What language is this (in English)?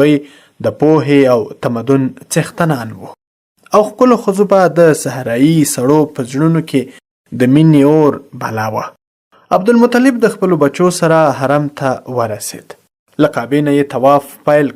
Pashto